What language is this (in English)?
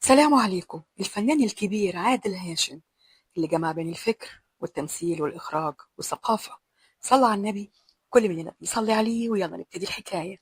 Egyptian Arabic